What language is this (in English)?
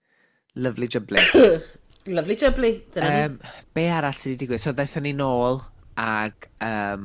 Welsh